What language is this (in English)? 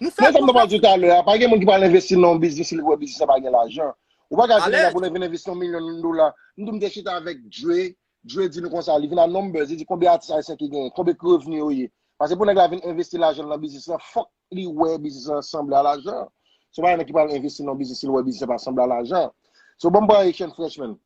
Haitian Creole